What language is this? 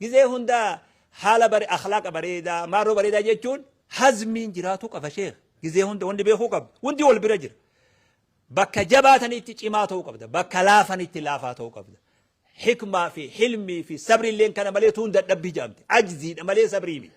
Oromo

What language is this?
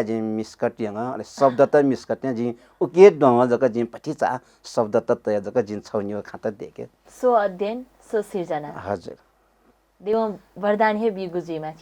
Newari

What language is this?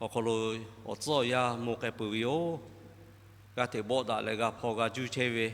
Lahu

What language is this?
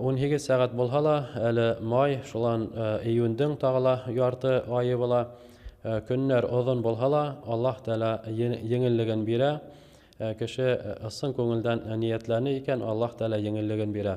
Bashkir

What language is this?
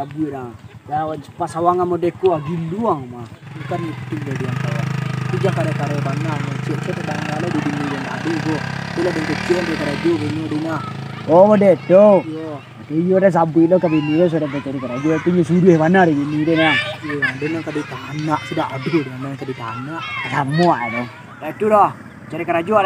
Minangkabau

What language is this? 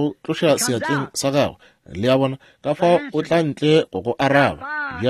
Northern Sotho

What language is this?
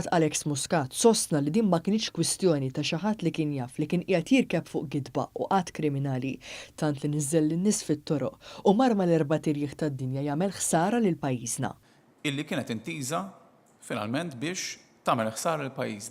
Maltese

